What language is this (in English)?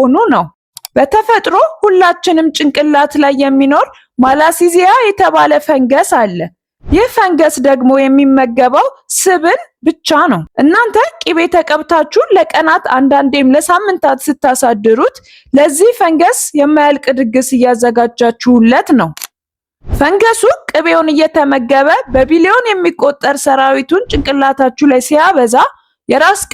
Amharic